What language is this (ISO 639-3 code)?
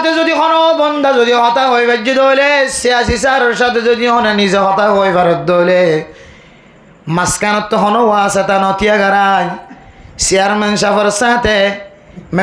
rhg